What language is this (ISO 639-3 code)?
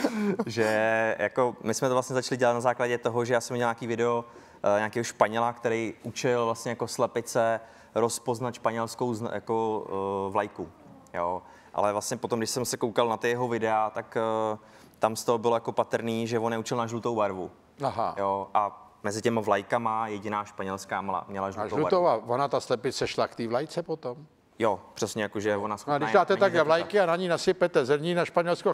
ces